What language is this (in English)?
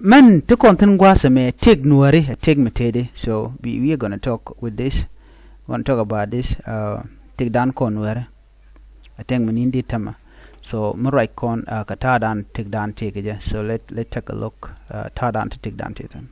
Nuer